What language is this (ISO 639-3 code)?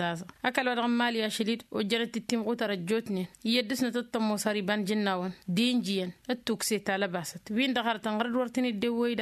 taq